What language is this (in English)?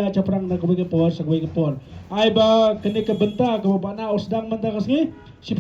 Khasi